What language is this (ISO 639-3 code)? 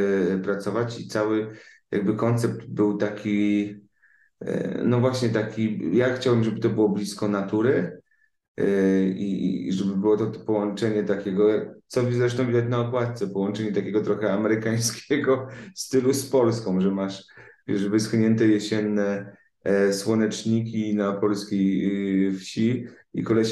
pol